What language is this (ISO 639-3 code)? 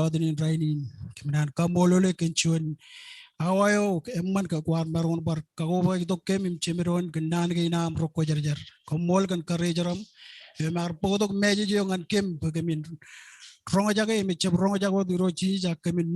mah